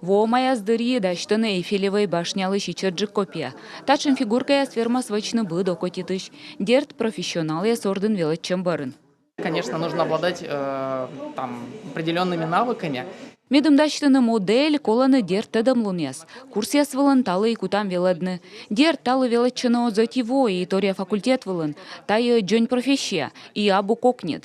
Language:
Komi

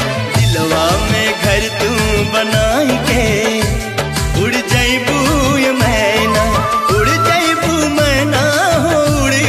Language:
Bhojpuri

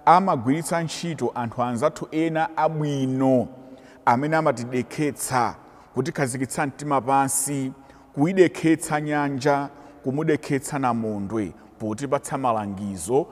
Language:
Nyanja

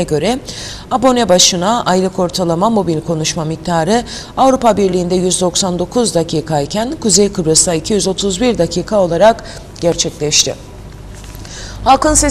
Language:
Turkish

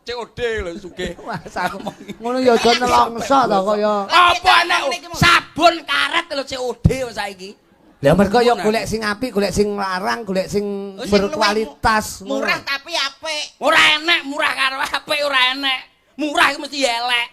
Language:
Javanese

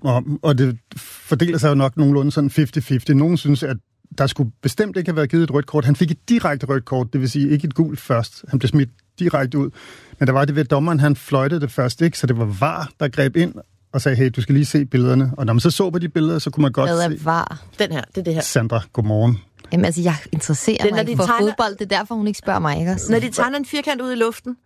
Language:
Danish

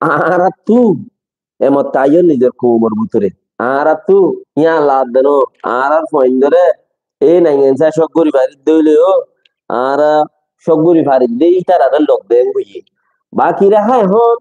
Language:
Rohingya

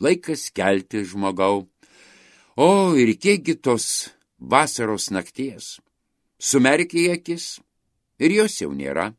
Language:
Lithuanian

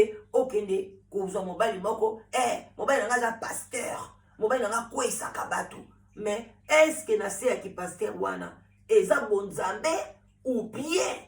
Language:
Lingala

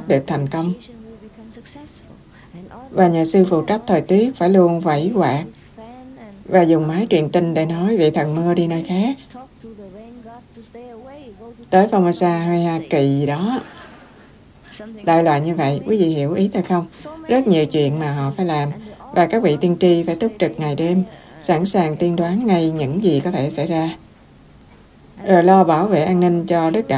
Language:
Vietnamese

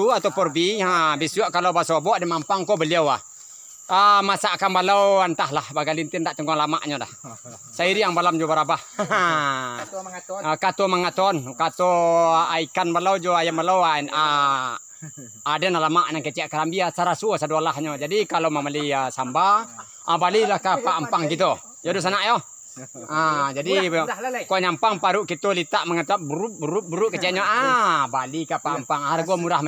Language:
Minangkabau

